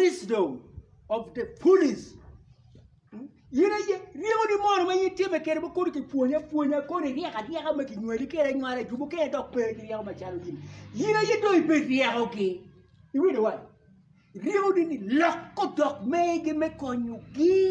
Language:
Acoli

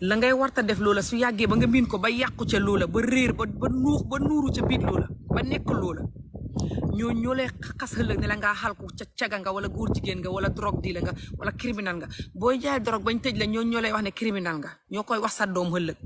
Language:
Wolof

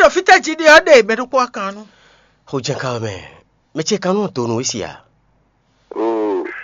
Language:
Fon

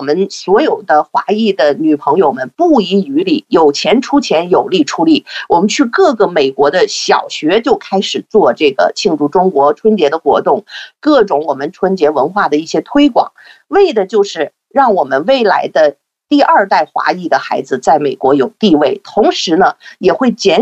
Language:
Chinese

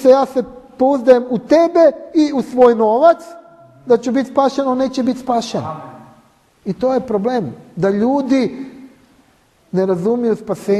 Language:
Croatian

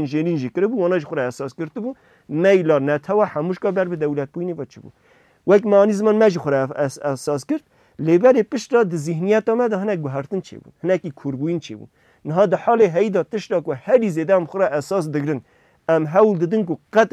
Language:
Kurdish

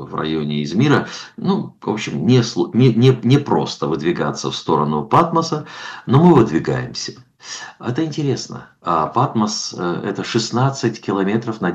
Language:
Russian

